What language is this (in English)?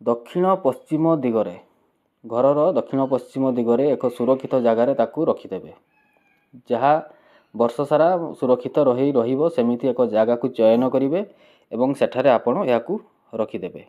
Odia